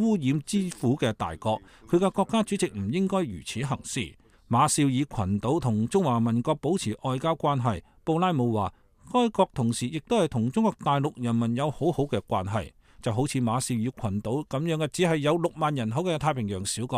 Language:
Cantonese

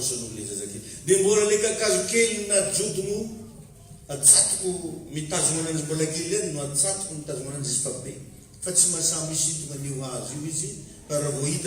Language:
Malagasy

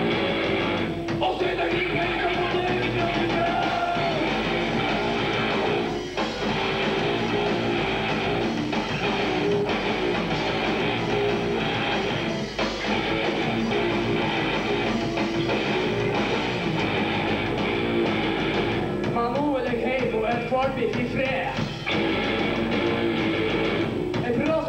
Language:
Norwegian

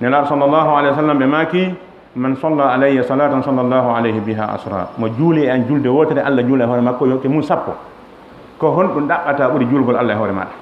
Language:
Fula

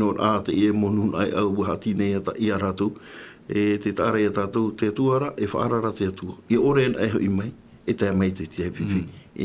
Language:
Tahitian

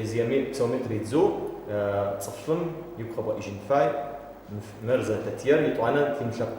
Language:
Adyghe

